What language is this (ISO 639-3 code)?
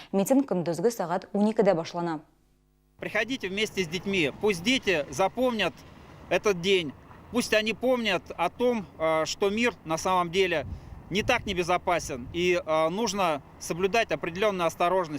tat